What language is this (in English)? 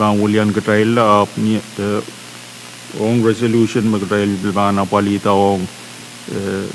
Pohnpeian